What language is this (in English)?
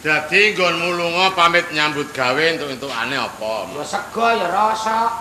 Javanese